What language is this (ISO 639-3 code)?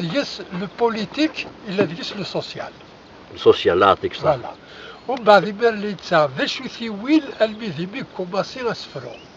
kab